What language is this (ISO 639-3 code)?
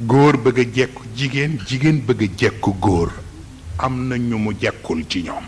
wol